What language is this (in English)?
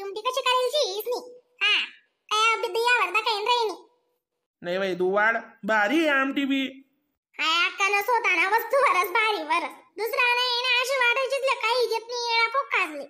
Khandesi